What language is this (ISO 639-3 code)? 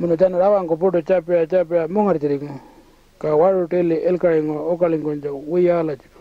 pjt